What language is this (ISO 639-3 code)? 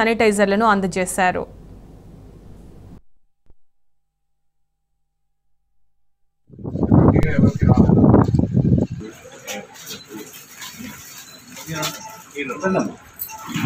tel